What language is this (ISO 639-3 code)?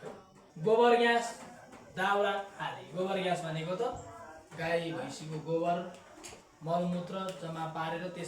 nep